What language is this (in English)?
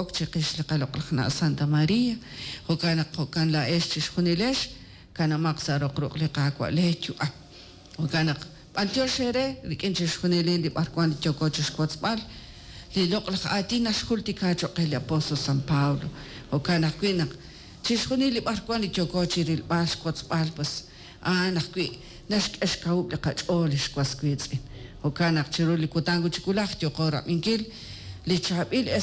Kekchí